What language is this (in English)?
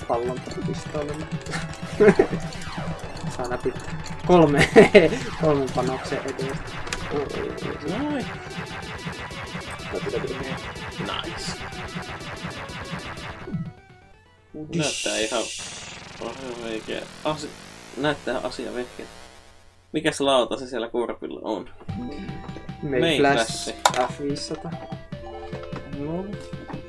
Finnish